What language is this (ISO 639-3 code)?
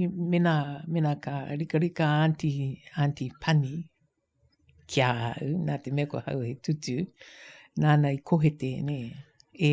mri